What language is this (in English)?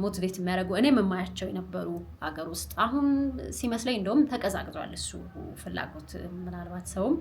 Amharic